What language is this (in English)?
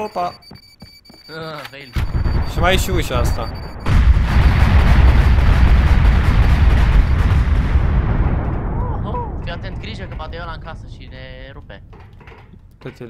Romanian